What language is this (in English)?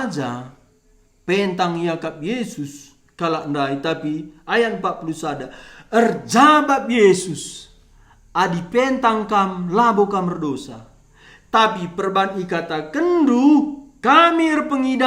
Batak Karo